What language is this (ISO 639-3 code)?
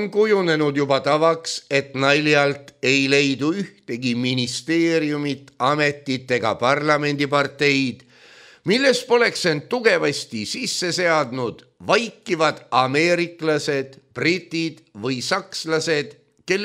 est